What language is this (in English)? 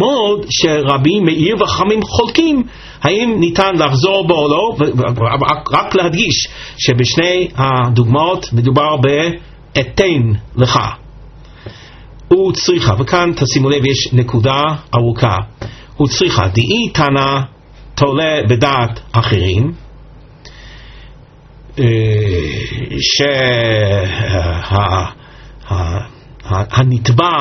Hebrew